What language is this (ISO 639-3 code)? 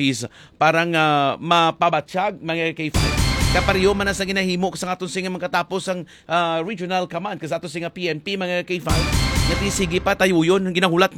hil